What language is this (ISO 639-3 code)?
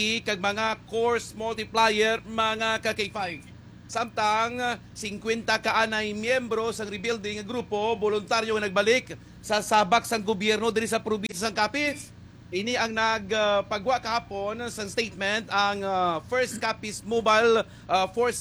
hil